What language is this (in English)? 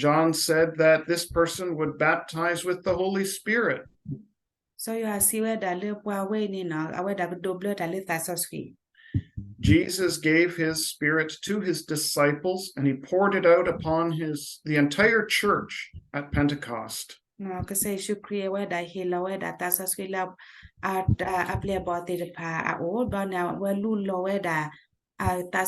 S'gaw Karen